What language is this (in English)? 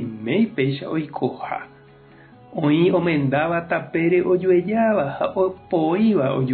Guarani